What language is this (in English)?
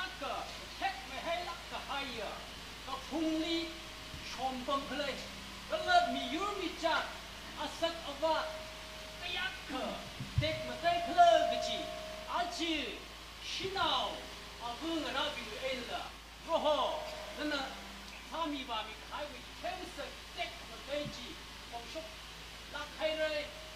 Tangkhul Naga (India)